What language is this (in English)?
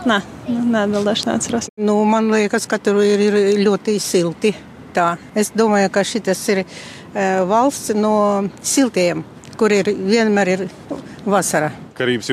Latvian